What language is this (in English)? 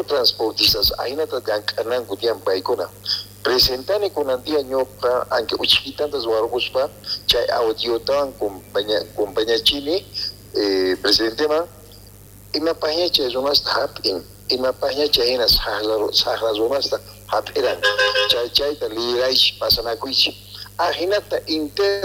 South Bolivian Quechua